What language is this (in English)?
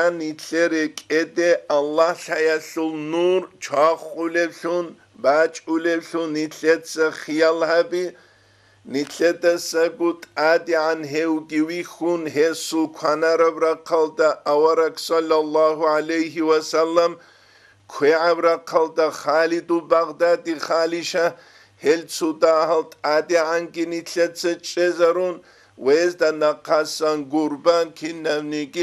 Avaric